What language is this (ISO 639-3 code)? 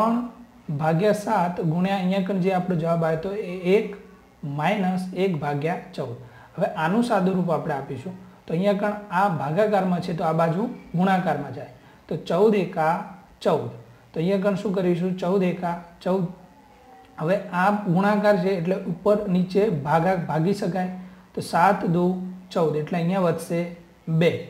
guj